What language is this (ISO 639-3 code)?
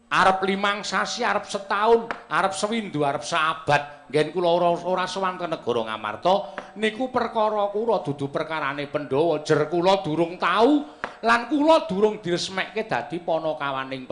jav